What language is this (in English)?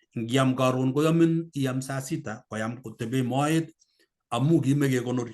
Kalenjin